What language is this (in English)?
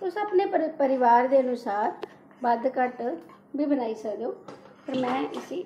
Dogri